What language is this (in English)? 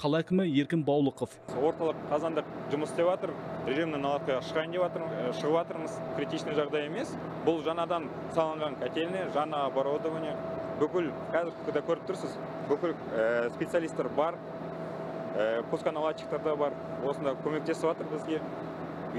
Kazakh